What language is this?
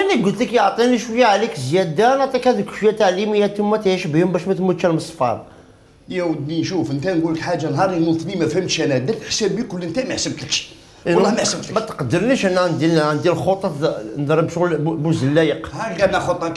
Algerian Arabic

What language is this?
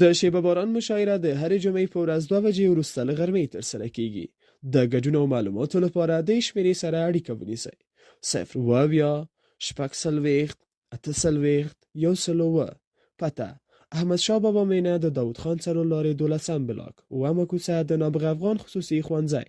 Pashto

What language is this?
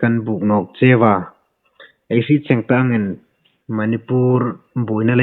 Hmar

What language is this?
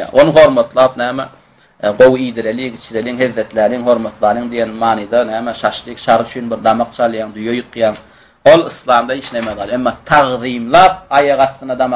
Turkmen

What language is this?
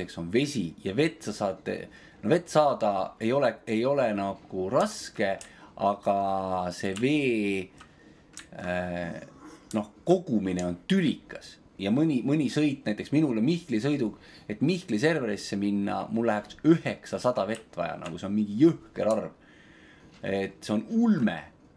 Estonian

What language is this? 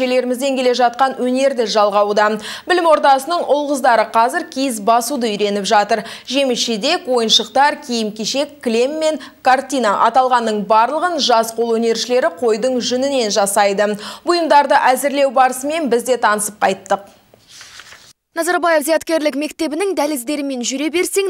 Kazakh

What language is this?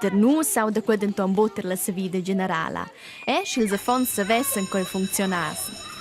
Romansh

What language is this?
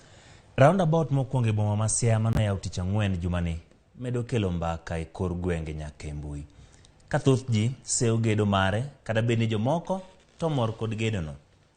Luo (Kenya and Tanzania)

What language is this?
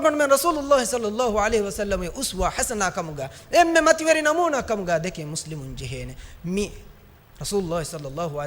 Divehi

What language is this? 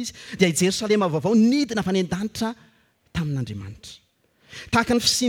Malagasy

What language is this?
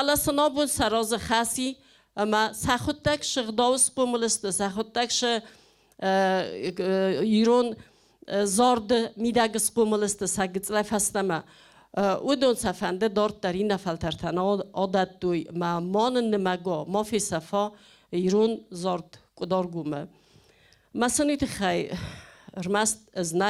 Ossetic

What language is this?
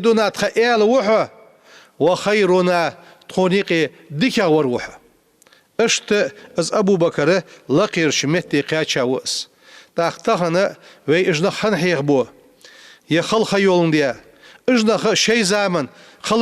Ingush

